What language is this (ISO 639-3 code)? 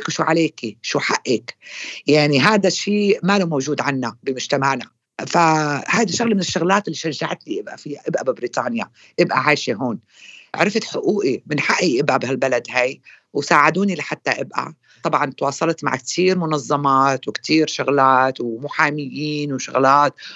apc